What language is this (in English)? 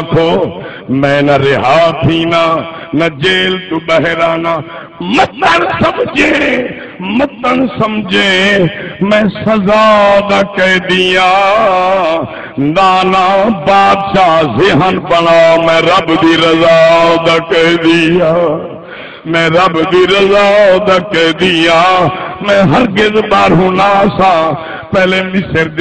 Saraiki